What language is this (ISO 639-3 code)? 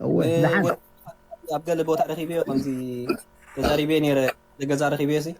tir